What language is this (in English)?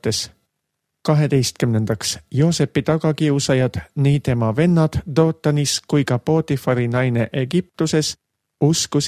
Estonian